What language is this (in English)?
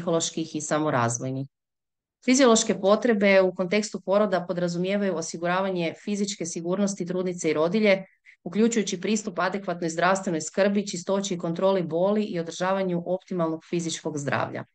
Croatian